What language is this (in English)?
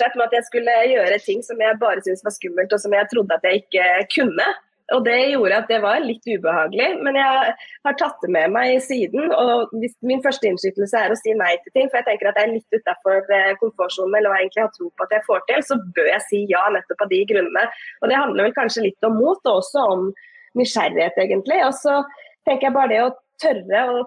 Norwegian